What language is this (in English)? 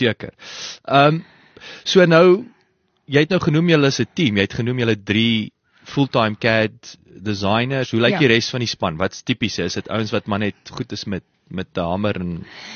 Afrikaans